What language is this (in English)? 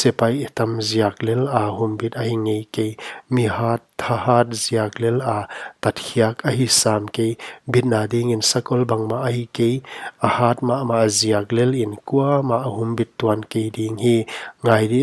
Paite Chin